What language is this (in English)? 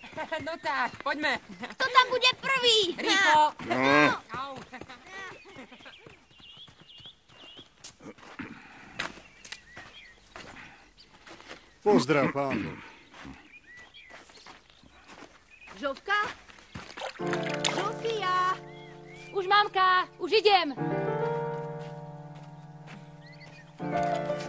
Slovak